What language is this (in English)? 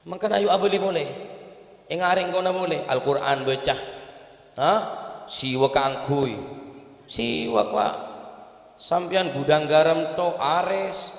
Madurese